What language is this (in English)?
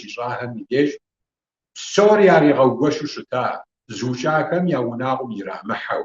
Kabardian